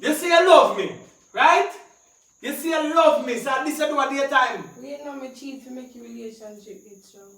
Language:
Jamaican Creole English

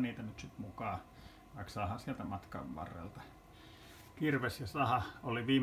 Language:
Finnish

